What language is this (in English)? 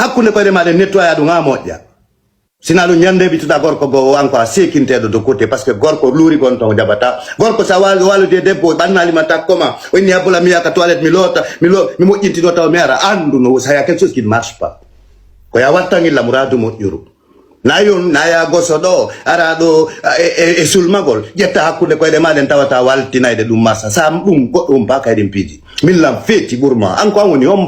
Fula